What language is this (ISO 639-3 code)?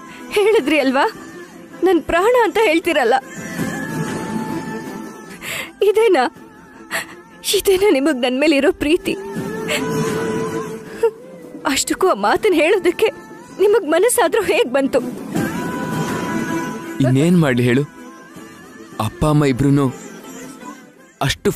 kan